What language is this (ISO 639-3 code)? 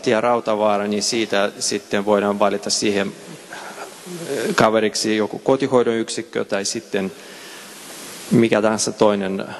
fin